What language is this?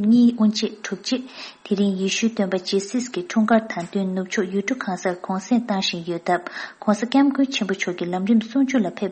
Tibetan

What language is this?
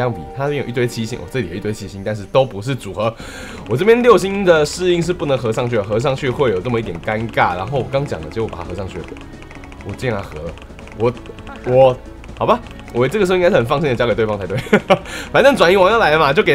Chinese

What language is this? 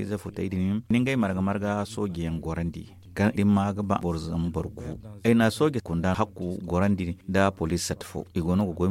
Zarma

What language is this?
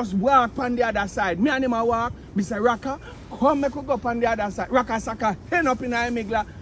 Jamaican Creole English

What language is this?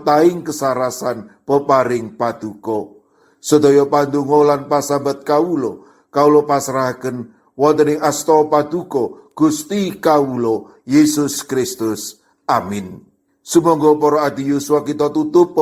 Javanese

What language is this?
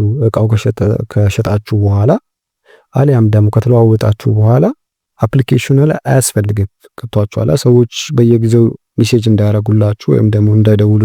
Amharic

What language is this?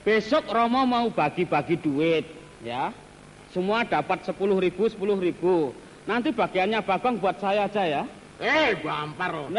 Betawi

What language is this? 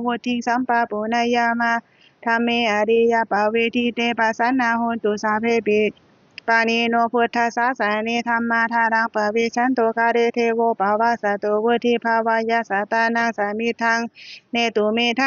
Pali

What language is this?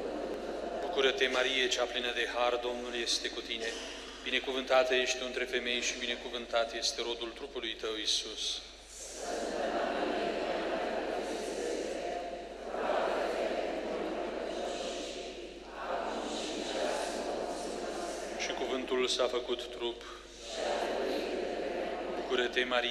Romanian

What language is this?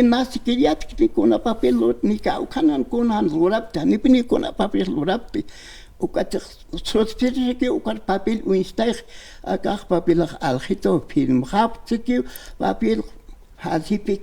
Aymara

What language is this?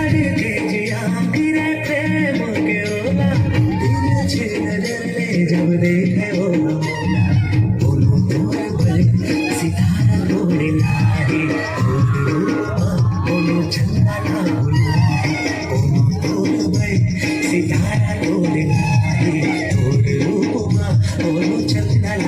Chhattisgarhi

